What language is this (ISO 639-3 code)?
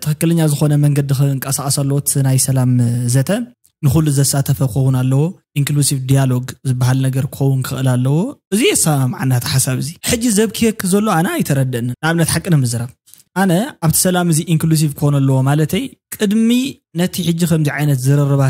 tir